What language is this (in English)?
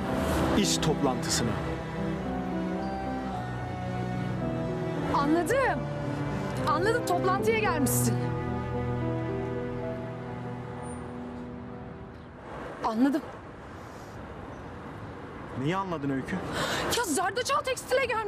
Turkish